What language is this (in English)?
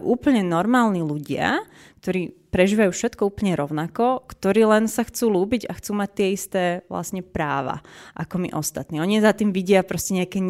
Slovak